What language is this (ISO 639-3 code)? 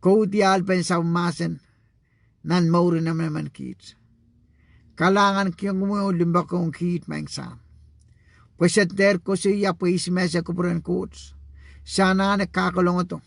pon